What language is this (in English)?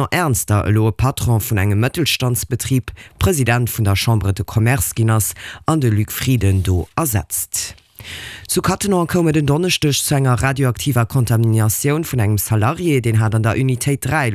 Luxembourgish